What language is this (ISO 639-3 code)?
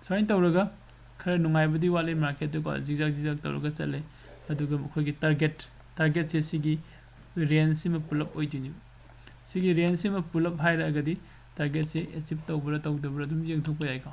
mni